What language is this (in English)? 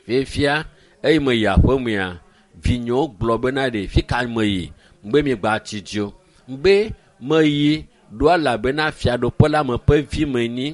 Ewe